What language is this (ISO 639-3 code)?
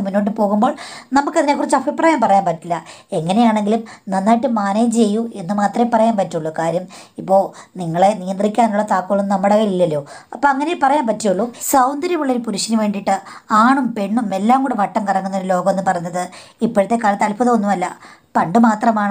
mal